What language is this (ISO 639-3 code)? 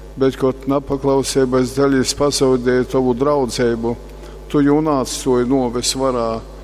ltg